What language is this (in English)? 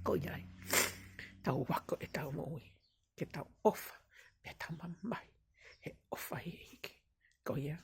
Tongan